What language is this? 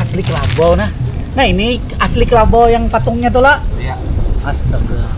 Banjar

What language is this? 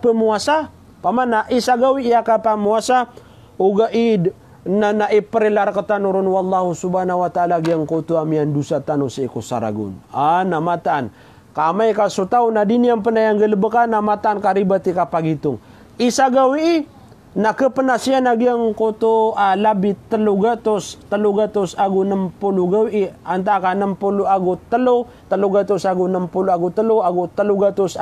Maranao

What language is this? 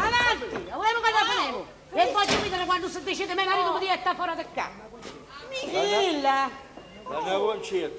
Sicilian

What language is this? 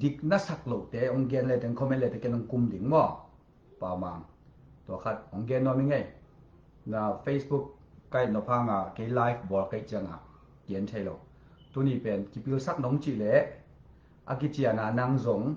Tedim Chin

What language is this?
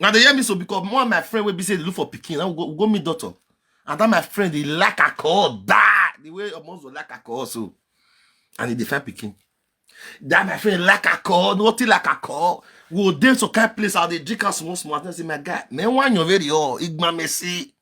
Nigerian Pidgin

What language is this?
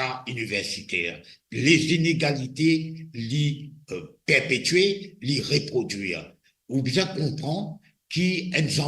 Morisyen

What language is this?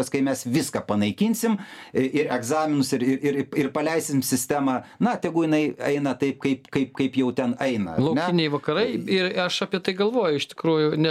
Lithuanian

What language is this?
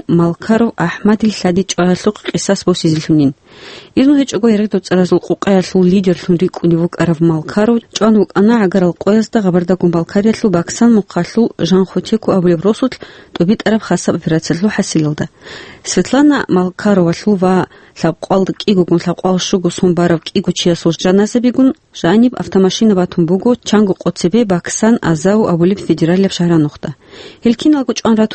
Avaric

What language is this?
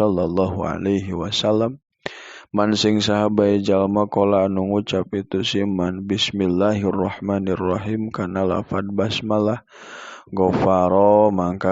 Sundanese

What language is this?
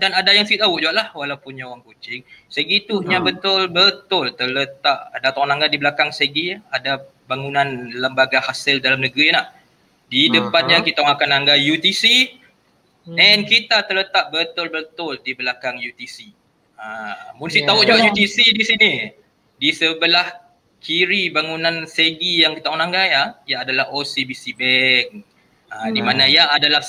Malay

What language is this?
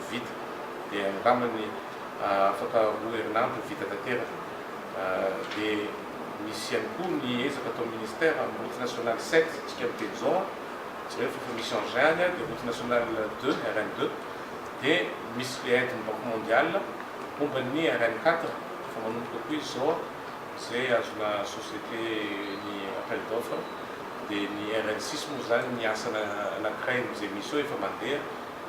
Malagasy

